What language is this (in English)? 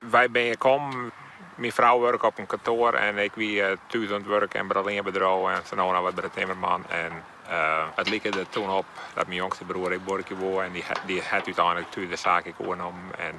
Western Frisian